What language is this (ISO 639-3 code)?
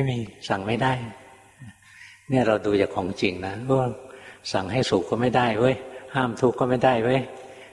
tha